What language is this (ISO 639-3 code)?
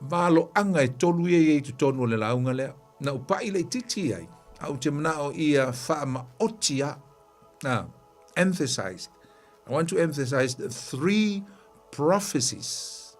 smo